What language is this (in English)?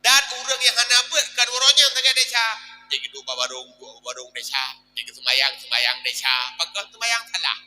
Achinese